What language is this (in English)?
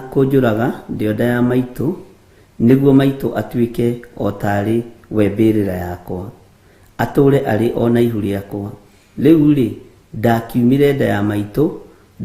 Kikuyu